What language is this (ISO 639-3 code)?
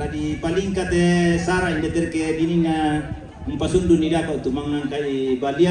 sda